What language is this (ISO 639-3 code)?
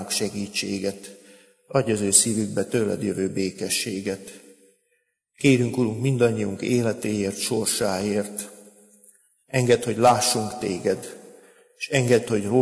hun